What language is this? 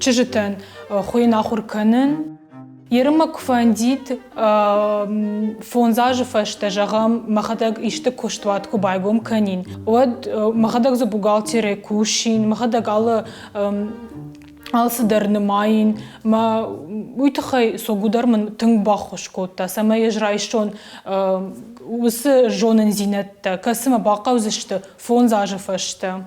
Ossetic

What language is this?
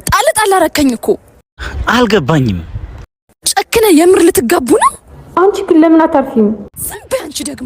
Amharic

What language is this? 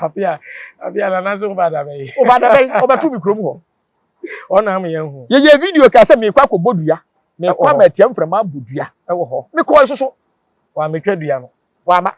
Akan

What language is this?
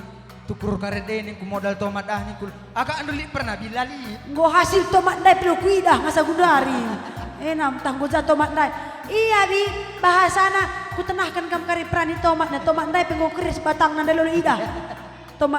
Batak Karo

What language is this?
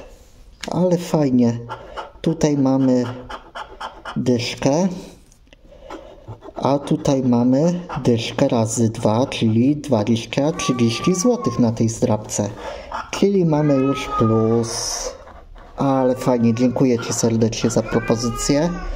Polish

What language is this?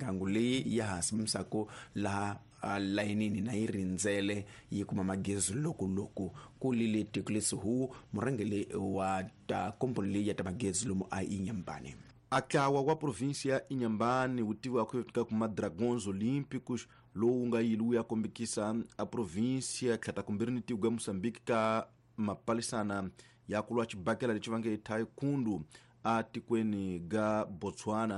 Tsonga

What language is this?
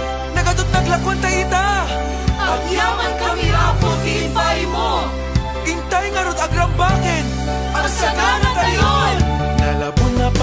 Iloko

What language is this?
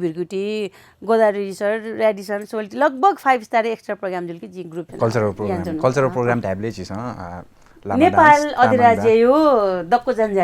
Newari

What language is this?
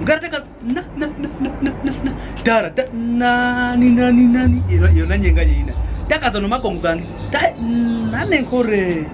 Kwangali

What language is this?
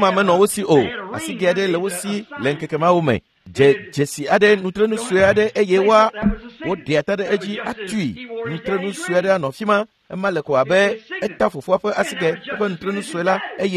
Ewe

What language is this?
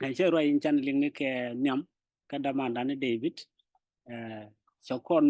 Nuer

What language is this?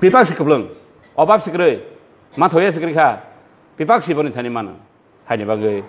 Kok Borok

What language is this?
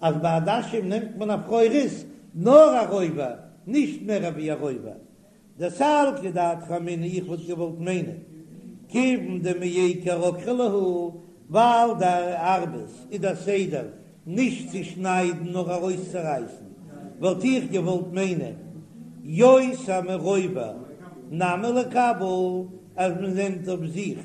Yiddish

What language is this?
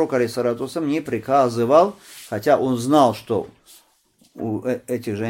Russian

